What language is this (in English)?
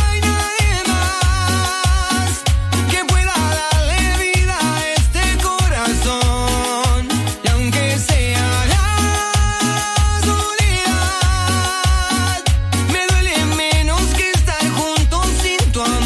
Spanish